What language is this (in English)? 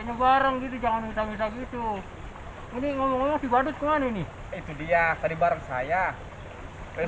Betawi